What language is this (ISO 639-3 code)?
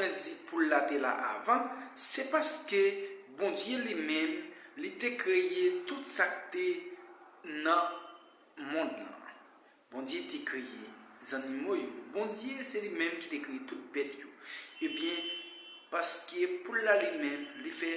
hat